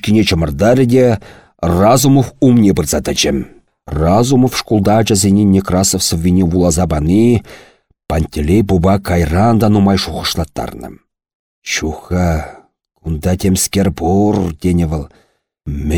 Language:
Chuvash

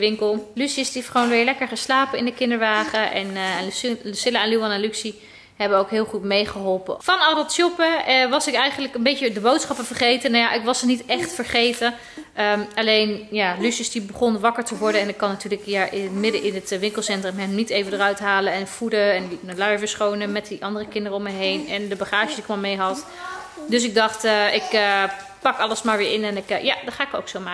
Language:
Dutch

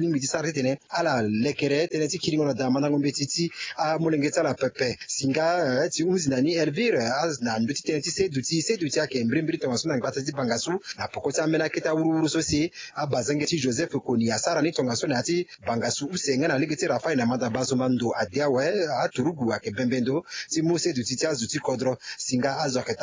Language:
Sango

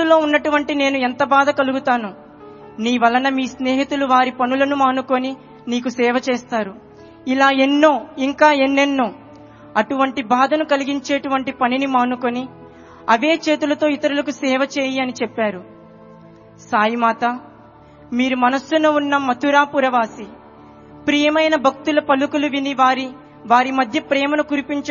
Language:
Telugu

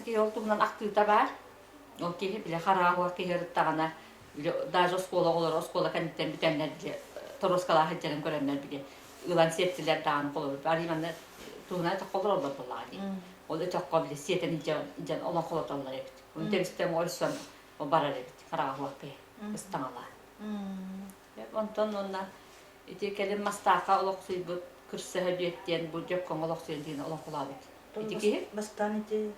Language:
Yakut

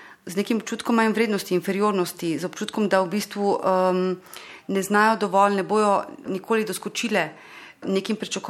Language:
Slovenian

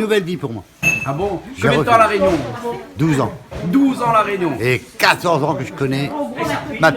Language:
Réunion Creole French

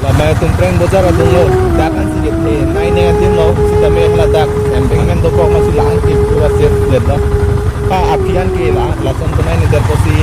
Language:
Karbi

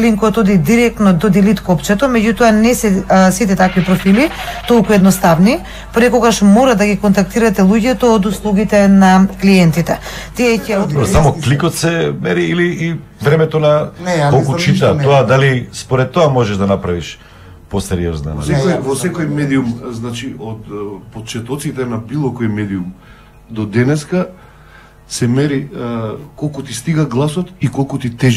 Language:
Macedonian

